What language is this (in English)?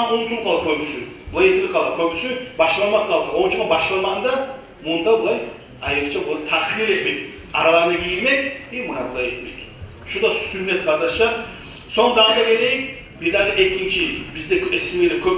Kumyk